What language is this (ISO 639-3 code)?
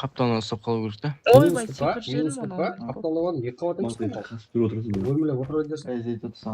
kaa